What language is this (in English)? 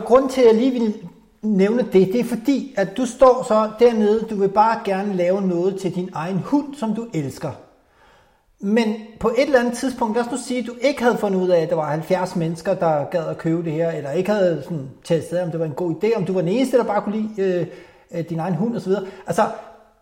Danish